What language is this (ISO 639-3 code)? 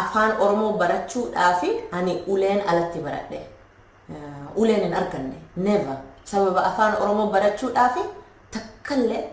orm